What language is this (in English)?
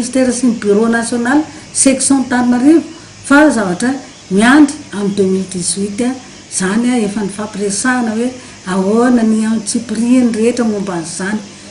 Malagasy